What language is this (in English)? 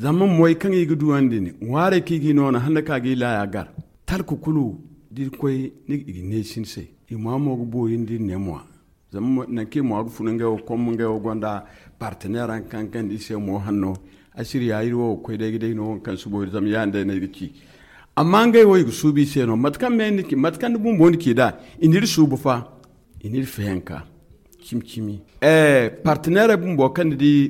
Zarma